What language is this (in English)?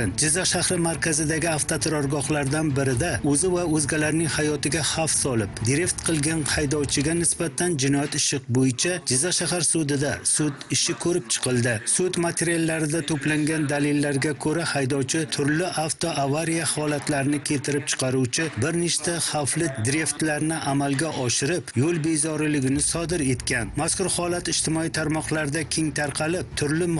Uzbek